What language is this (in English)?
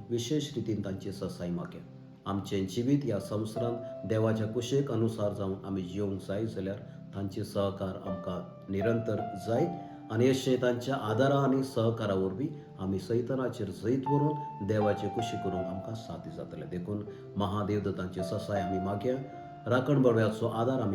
Konkani